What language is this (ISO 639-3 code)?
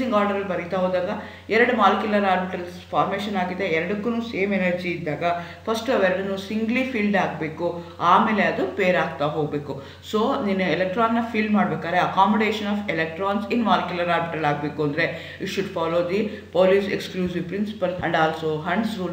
kan